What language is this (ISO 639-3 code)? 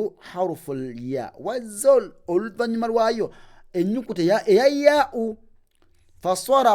lug